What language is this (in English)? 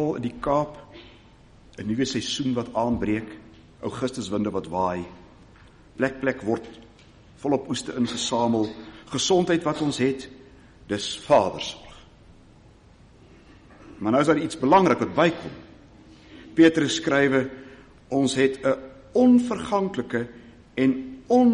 Afrikaans